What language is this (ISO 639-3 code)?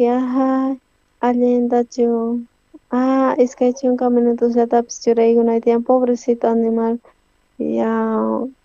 quh